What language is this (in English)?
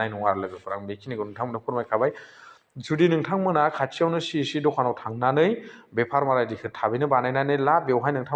Bodo